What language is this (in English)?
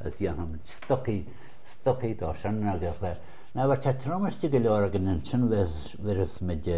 Irish